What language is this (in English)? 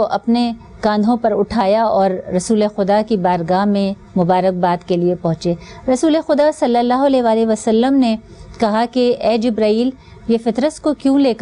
Urdu